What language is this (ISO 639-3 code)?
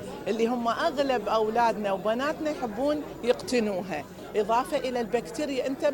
acm